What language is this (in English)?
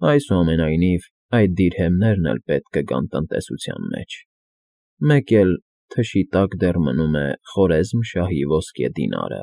Armenian